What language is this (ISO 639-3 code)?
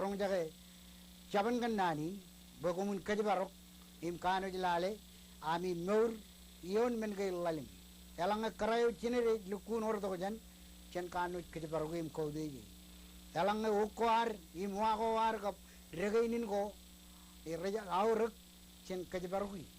mah